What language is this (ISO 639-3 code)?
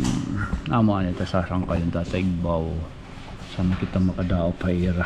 war